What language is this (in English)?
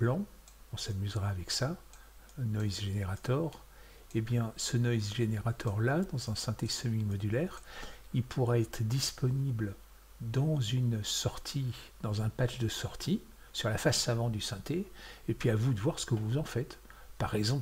French